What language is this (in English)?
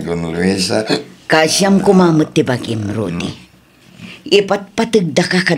Iloko